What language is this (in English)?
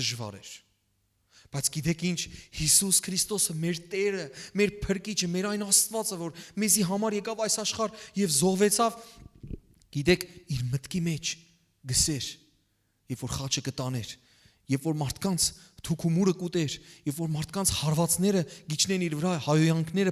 Western Armenian